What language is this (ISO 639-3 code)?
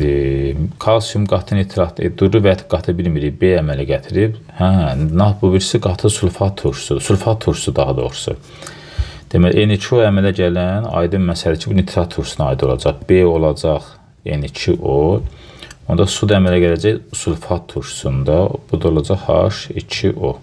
aze